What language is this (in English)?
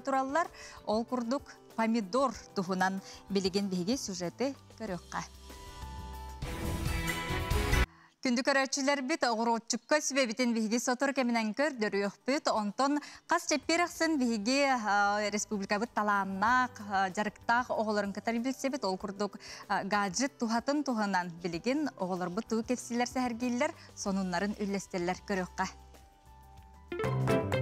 Yakut